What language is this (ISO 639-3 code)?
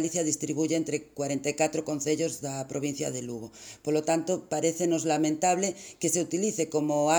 glg